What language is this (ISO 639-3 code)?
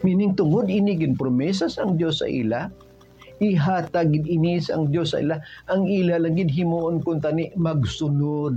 hil